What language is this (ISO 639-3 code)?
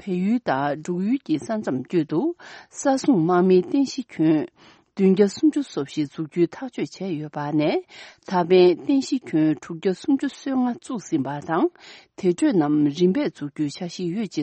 bod